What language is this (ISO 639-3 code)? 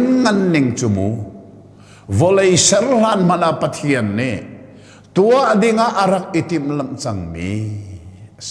cnh